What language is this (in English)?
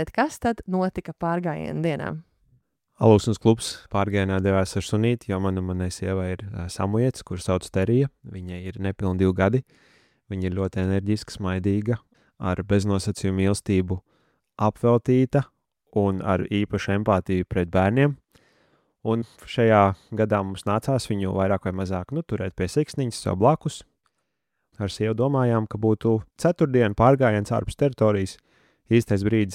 Latvian